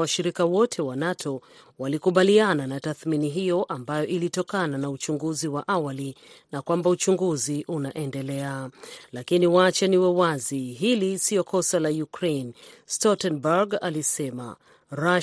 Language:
Swahili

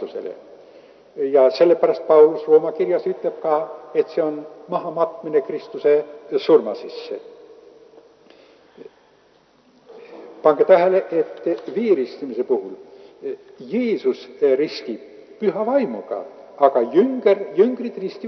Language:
Estonian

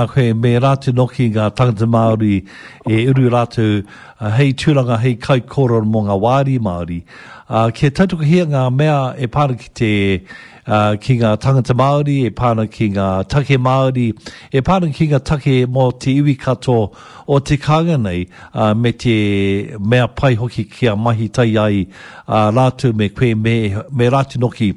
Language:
Māori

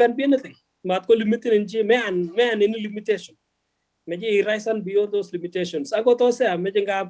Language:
Kalenjin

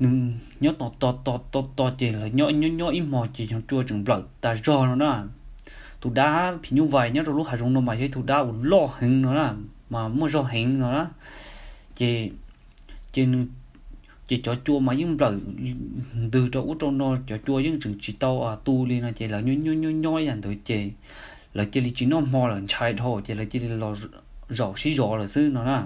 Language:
Hmong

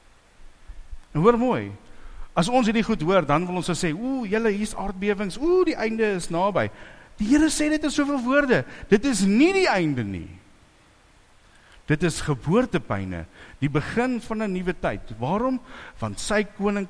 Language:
Afrikaans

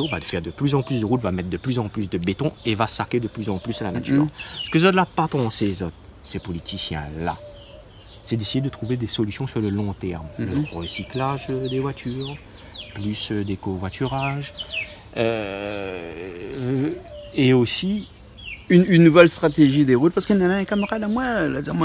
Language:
Réunion Creole French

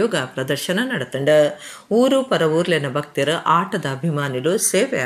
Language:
Tulu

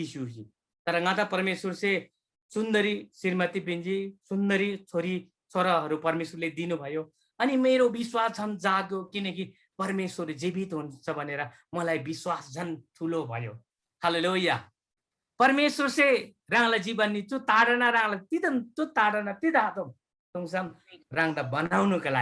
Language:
Eastern Tamang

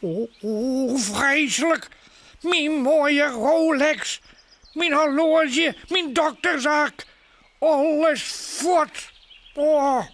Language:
Western Frisian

